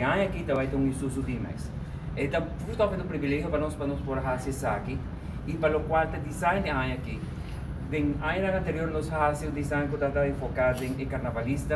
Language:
Papiamento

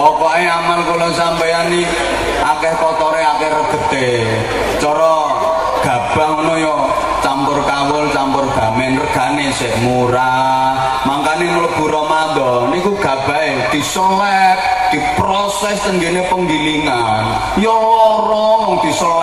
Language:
Javanese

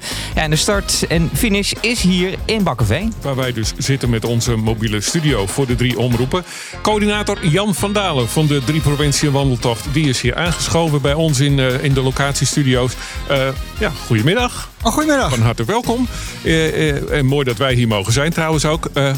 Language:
Dutch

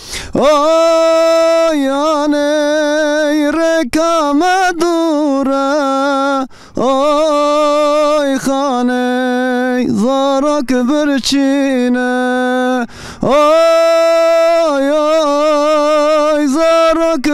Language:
Zaza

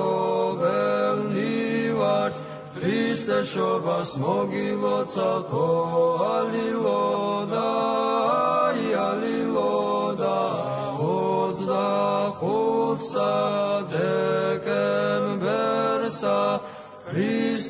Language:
Georgian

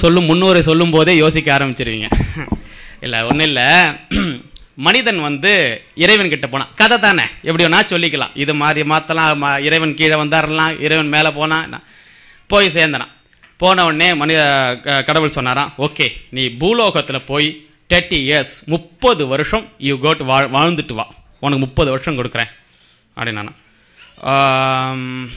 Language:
Tamil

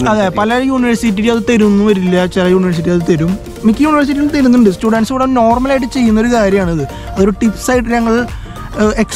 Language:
Malayalam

